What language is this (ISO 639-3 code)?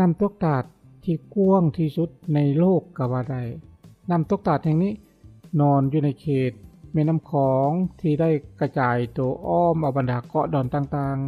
lao